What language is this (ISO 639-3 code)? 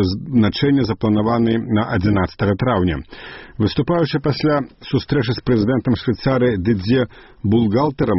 bel